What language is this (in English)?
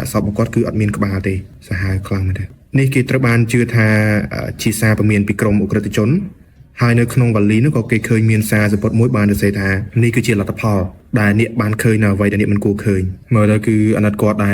Khmer